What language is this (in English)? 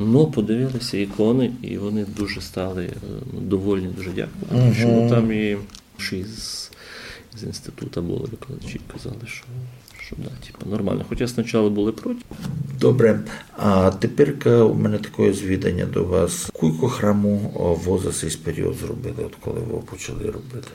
Rusyn